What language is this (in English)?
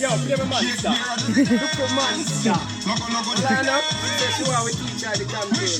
Jamaican Creole English